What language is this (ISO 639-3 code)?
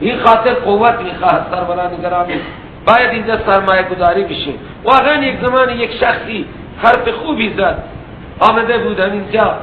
fas